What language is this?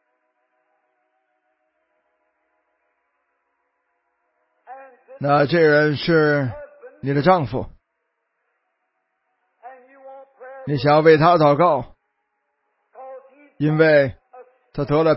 Chinese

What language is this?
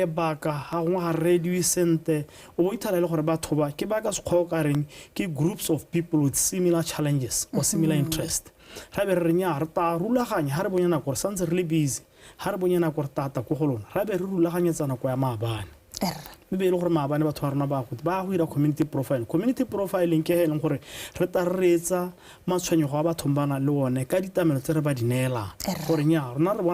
Tswana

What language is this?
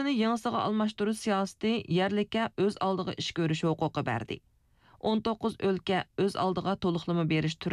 Uyghur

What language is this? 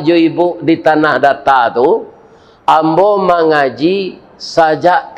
Minangkabau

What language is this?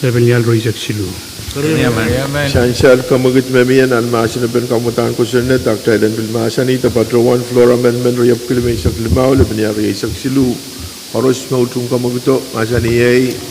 Pohnpeian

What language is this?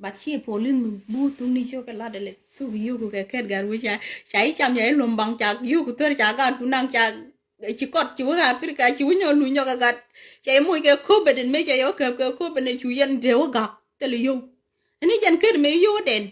Nuer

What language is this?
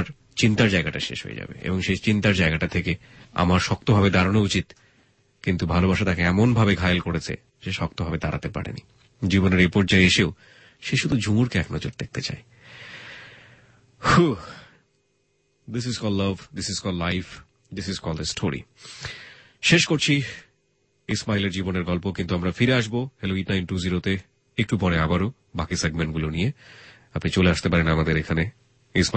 Bangla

